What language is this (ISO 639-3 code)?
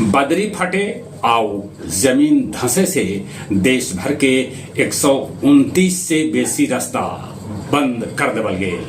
mag